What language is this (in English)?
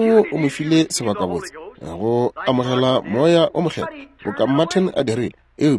Northern Sotho